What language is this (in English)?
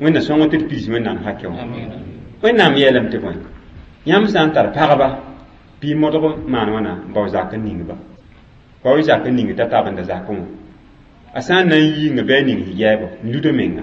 Mossi